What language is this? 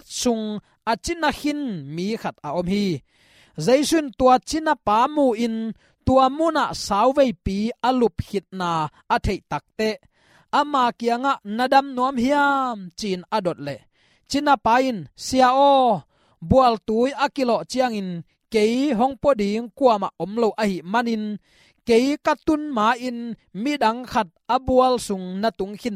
Tedim Chin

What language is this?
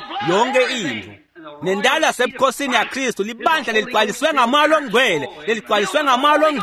Swati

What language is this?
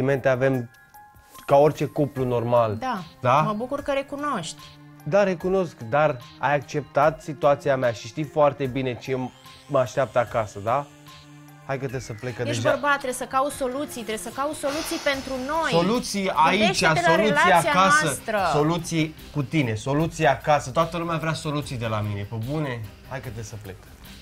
Romanian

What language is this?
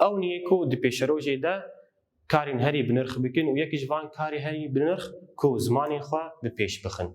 Kurdish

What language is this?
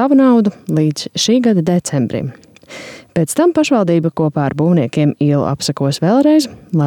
Latvian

